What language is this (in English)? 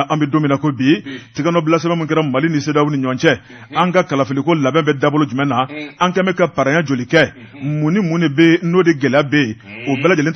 Bambara